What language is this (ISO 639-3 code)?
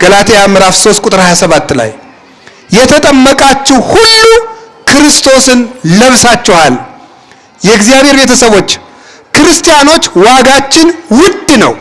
amh